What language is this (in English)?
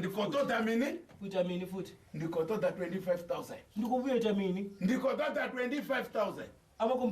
Venda